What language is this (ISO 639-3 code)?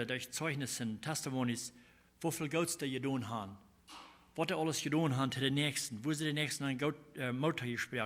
pdt